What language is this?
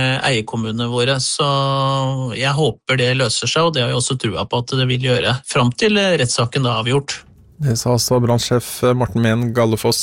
Norwegian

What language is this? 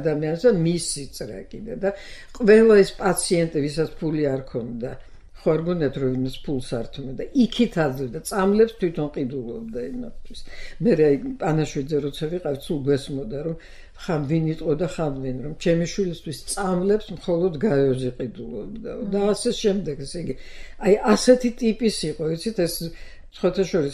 Georgian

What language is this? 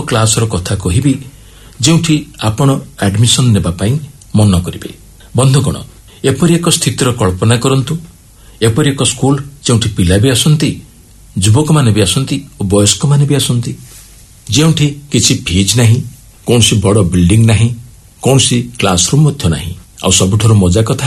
Odia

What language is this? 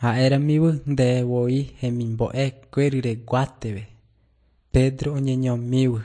Guarani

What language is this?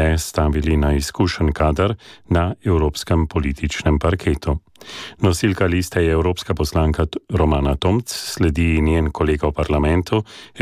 Slovenian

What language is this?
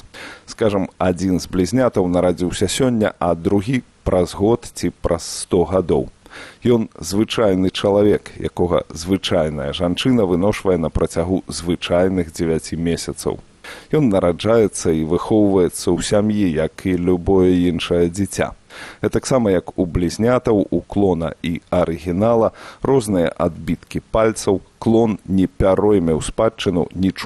Belarusian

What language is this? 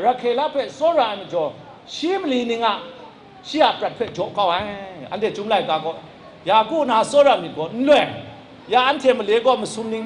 Kachin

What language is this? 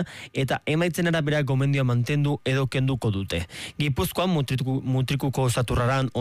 Basque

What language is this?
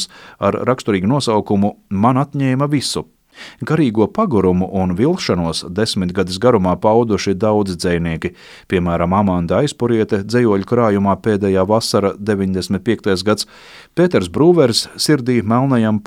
Latvian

